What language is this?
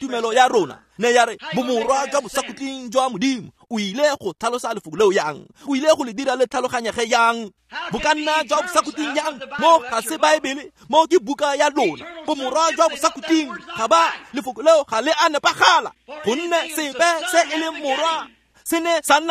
Tswana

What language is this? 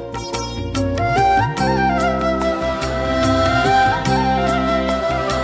Kannada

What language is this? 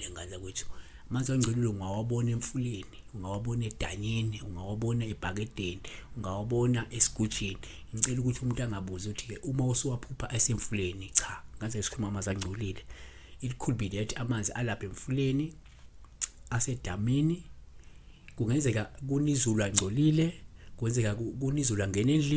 Zulu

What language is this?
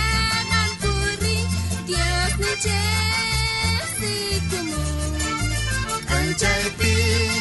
South Bolivian Quechua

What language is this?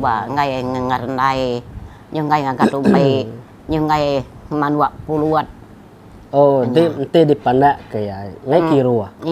Iban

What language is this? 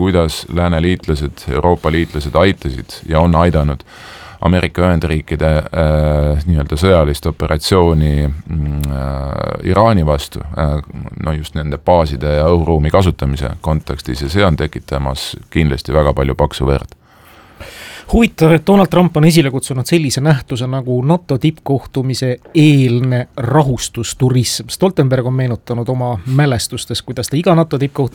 Estonian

